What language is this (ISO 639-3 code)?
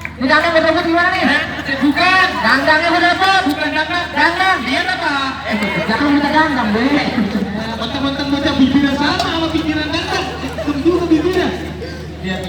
bew